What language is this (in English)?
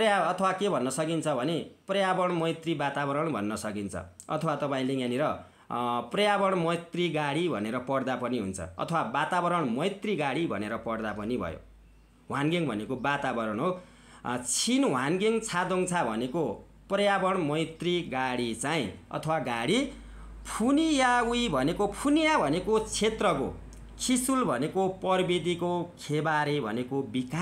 Nepali